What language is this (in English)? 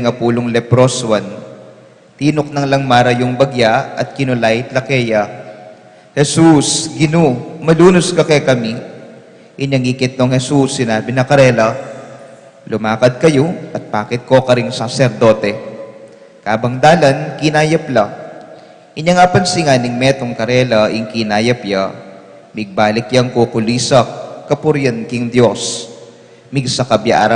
Pampanga